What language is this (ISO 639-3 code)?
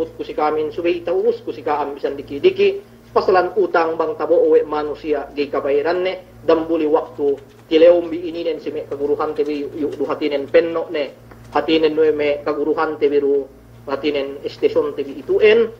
yka